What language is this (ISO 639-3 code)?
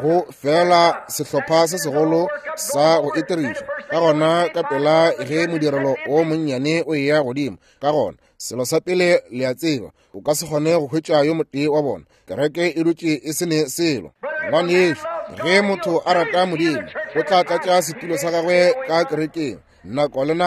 nso